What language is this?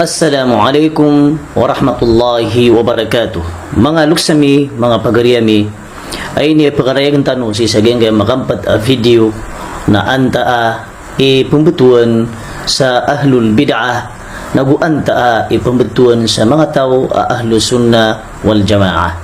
Maranao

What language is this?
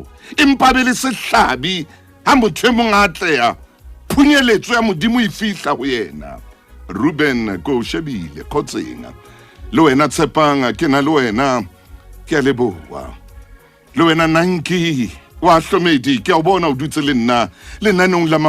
Southern Sotho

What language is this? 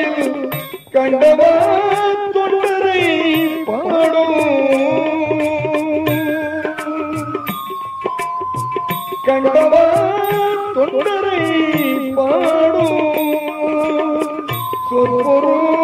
Tamil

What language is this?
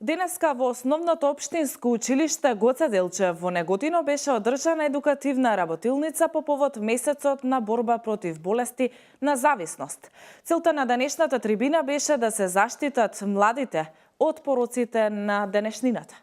Macedonian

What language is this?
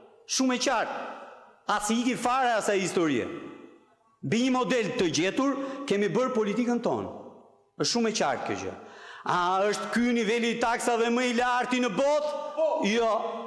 Albanian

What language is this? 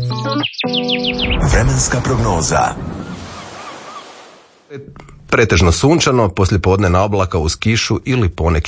Croatian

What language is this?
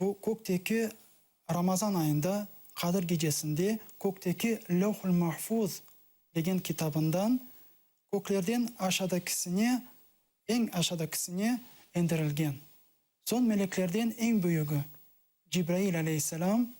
Crimean Tatar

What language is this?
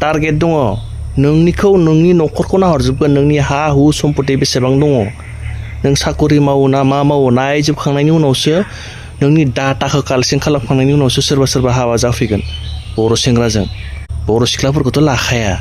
Bodo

